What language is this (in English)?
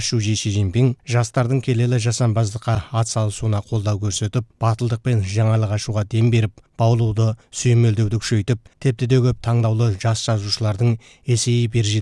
Kazakh